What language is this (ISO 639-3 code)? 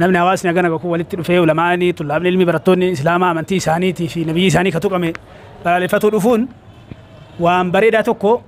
orm